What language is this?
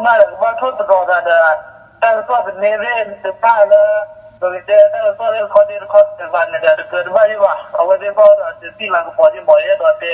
S'gaw Karen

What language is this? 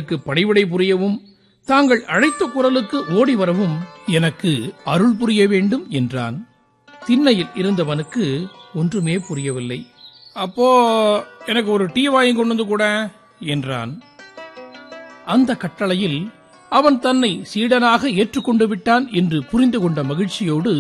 Tamil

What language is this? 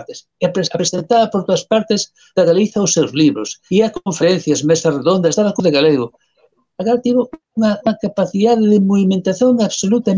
Galician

